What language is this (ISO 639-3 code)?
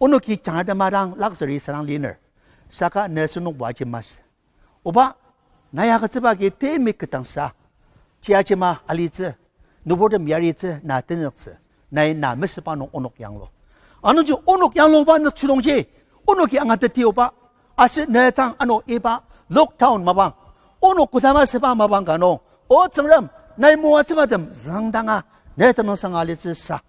njo